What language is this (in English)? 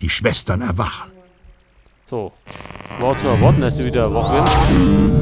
Bavarian